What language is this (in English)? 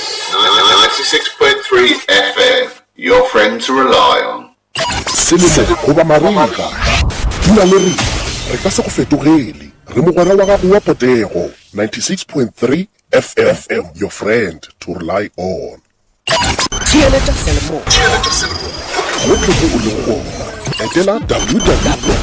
Northern Sotho